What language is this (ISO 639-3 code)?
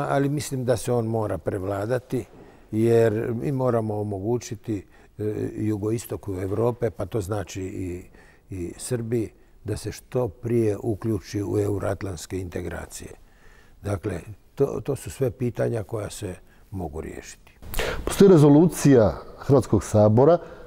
hrv